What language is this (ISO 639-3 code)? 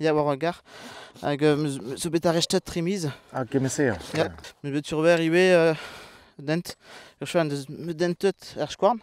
bre